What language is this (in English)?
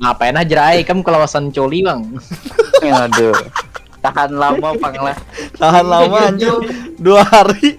Banjar